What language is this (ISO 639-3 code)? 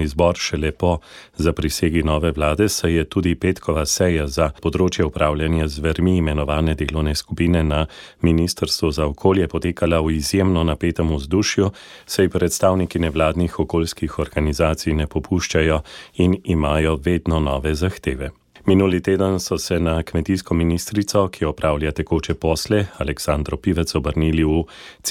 slv